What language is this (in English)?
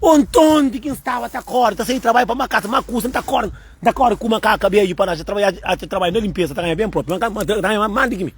Kabuverdianu